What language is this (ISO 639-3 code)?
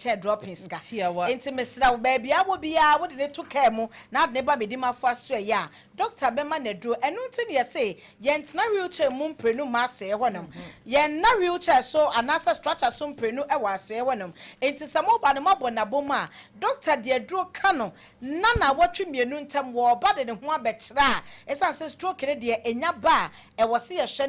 aka